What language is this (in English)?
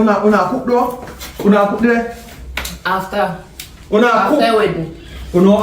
Jamaican Creole English